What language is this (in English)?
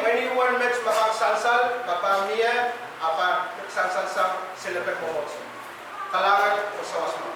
Pohnpeian